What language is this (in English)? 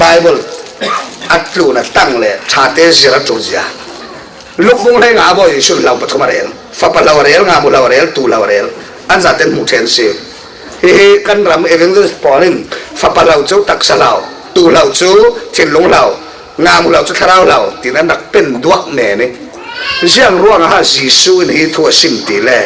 Falam Chin